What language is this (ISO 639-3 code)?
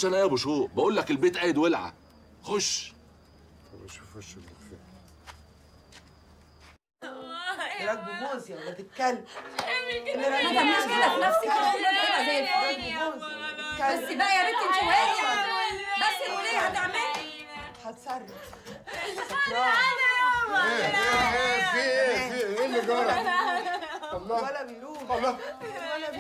arz